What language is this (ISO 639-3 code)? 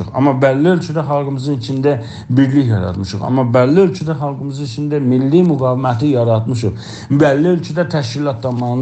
azb